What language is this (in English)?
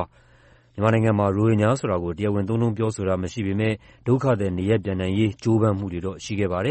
Burmese